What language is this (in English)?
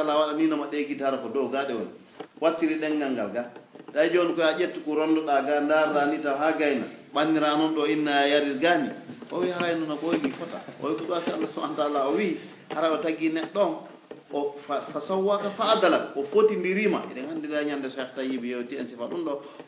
Pular